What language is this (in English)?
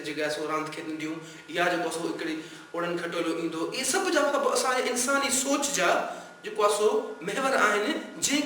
Sindhi